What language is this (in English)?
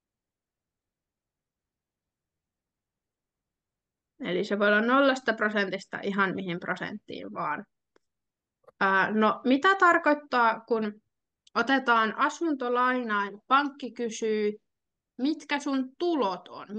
Finnish